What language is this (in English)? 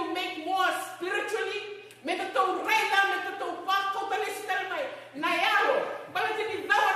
Fijian